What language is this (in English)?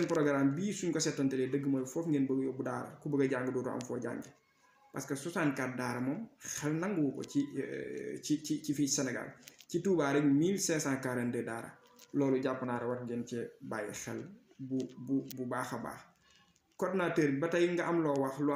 Wolof